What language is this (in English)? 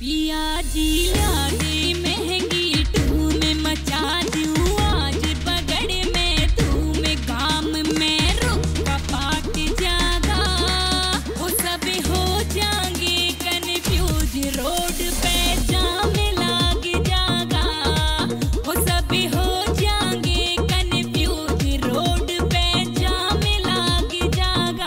Haryanvi